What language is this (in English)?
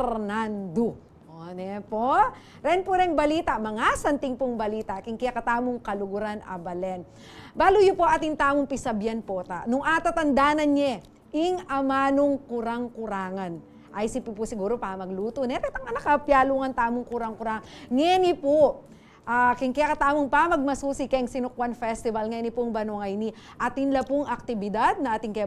Pampanga